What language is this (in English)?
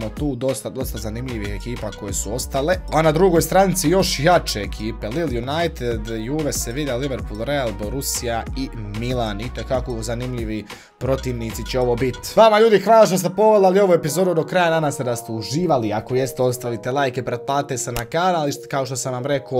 Croatian